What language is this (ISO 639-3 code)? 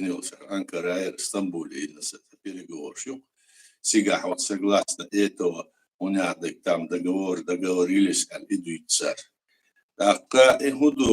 che